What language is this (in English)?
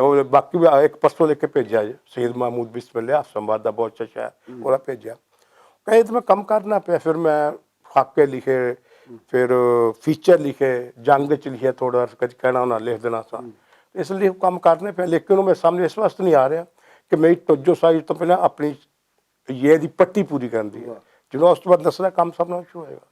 Western Panjabi